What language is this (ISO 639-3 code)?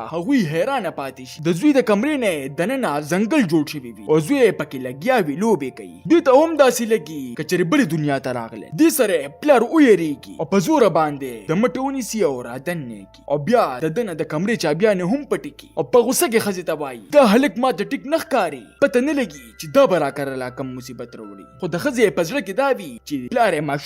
pus